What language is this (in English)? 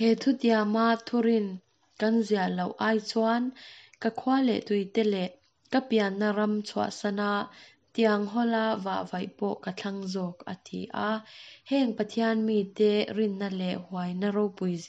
Mizo